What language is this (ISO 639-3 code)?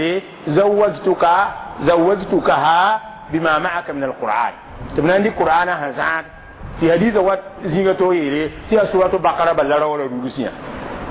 mos